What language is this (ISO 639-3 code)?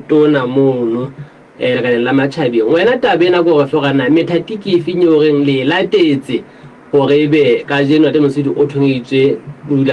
sot